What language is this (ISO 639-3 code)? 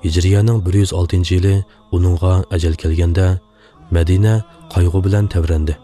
uig